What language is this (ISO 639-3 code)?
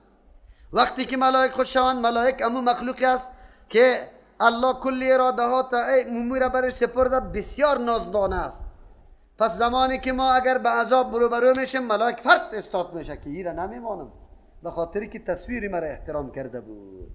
fas